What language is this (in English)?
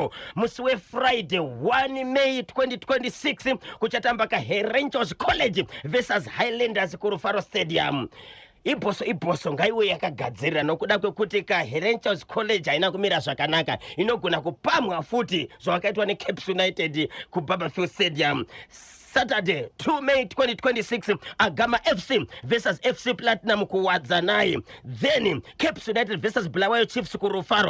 Shona